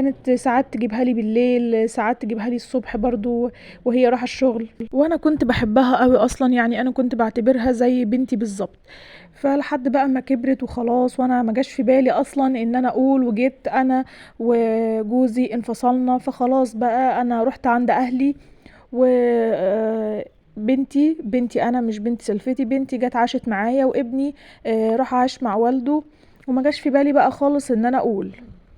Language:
Egyptian Arabic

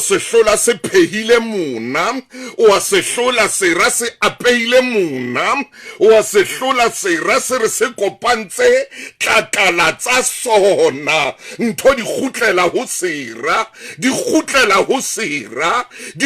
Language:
Southern Sotho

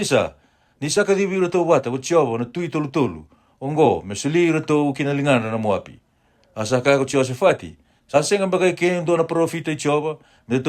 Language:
Fijian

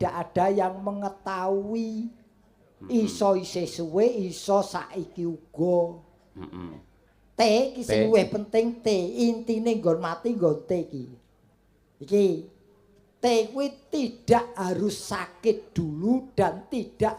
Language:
Javanese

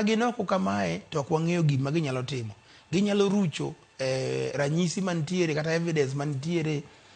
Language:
Luo (Kenya and Tanzania)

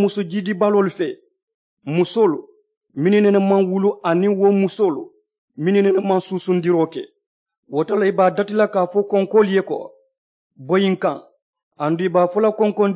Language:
Mandingo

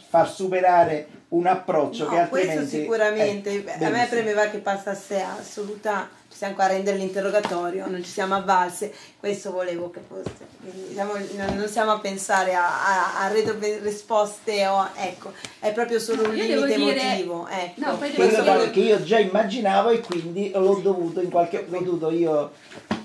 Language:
Italian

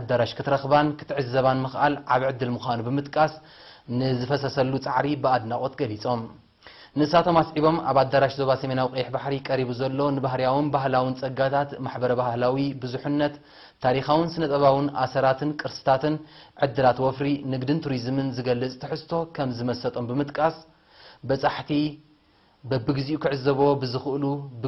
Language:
Tigrinya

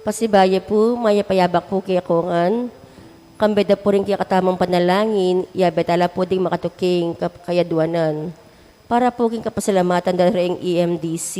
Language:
Pampanga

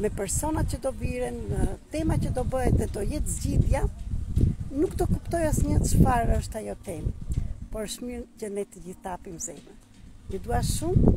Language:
Albanian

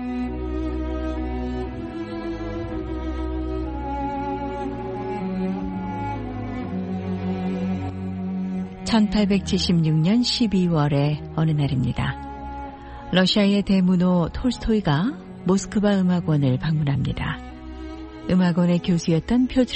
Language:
Korean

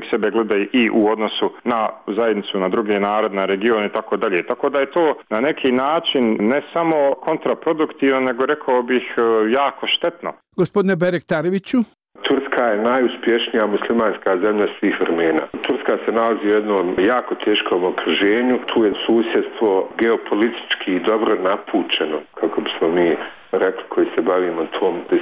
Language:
Bosnian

